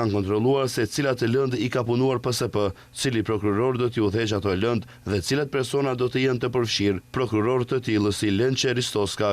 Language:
Albanian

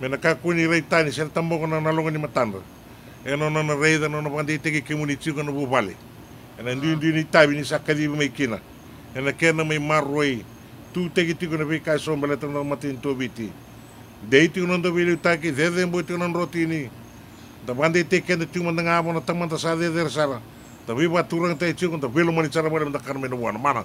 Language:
Fijian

